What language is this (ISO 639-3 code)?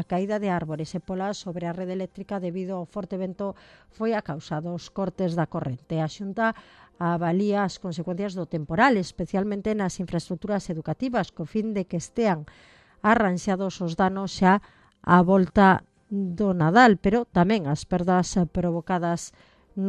glg